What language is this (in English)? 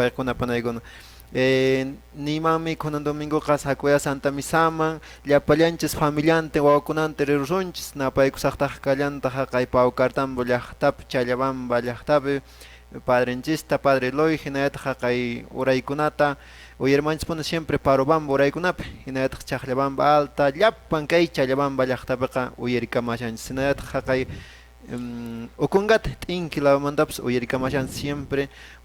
Quechua